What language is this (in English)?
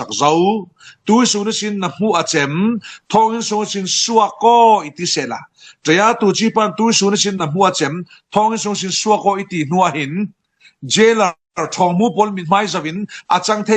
Falam Chin